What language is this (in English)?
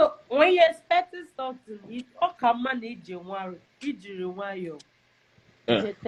Igbo